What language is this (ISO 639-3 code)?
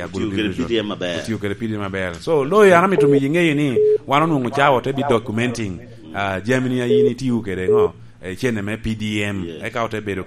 laj